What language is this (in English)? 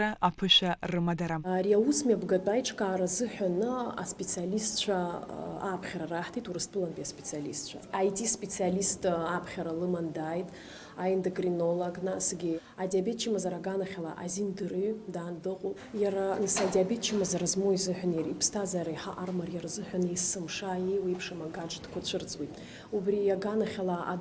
Abkhazian